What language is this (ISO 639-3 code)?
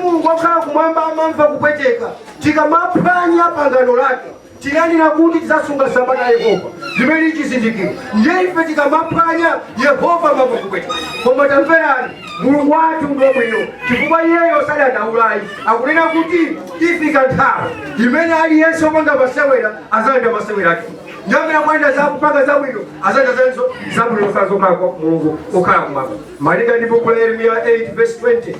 nya